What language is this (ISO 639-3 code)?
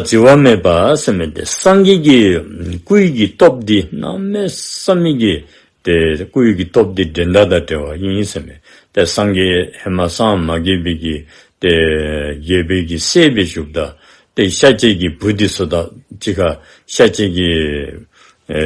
dzo